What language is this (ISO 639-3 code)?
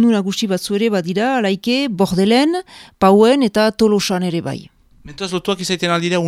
eus